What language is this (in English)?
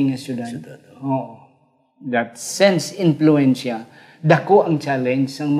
Hiligaynon